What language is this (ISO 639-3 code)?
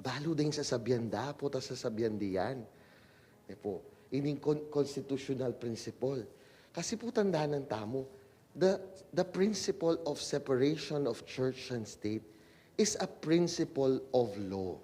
pam